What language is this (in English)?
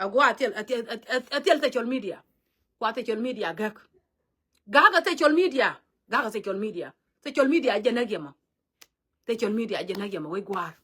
Nuer